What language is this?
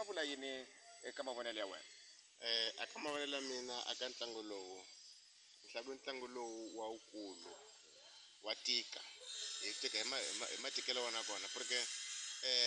Tsonga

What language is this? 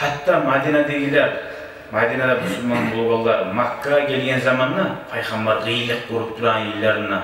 Kumyk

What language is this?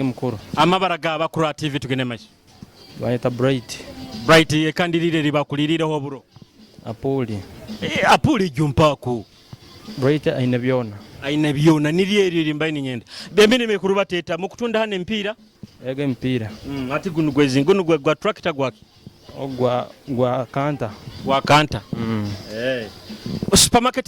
Nyoro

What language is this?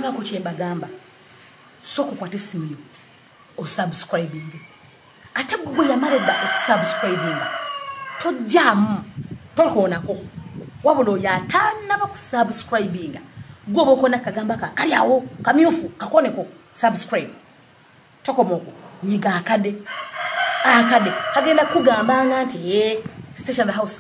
Ganda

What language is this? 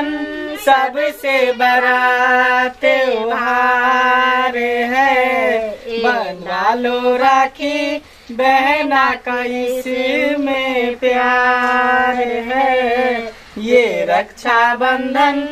Maithili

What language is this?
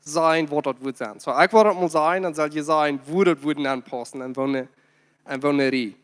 Plautdietsch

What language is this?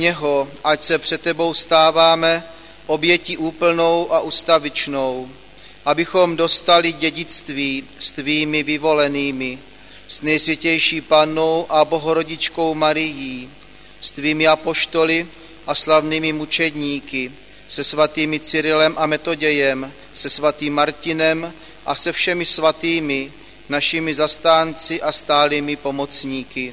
Czech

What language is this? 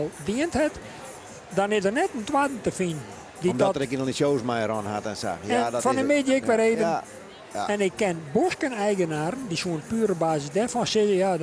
Western Frisian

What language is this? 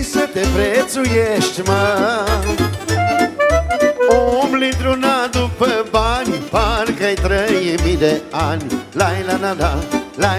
Romanian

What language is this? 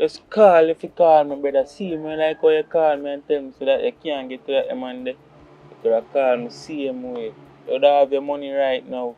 Jamaican Creole English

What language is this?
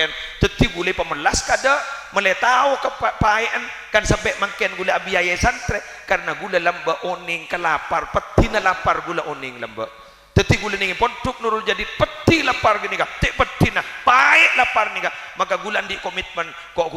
Madurese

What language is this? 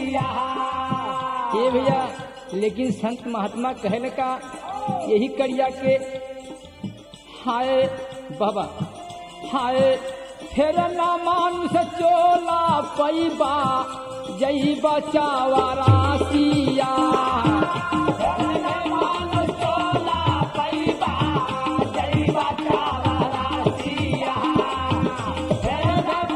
Bhojpuri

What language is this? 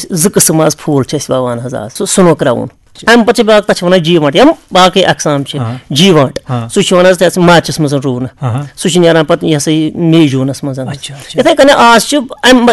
Kashmiri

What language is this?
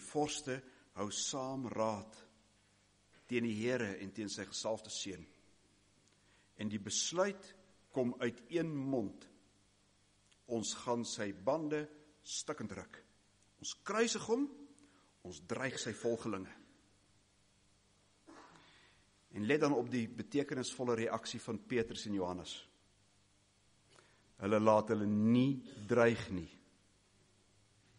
Afrikaans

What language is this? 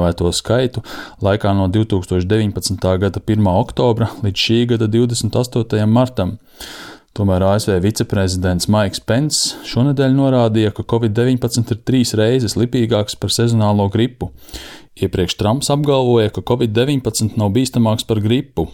Latvian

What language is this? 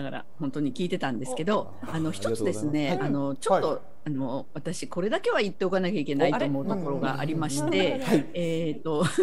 Japanese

